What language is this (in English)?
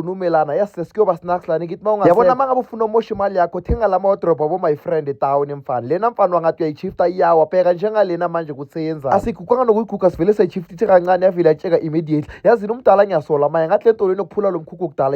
Zulu